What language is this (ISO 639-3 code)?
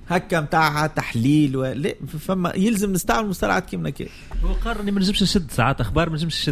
aeb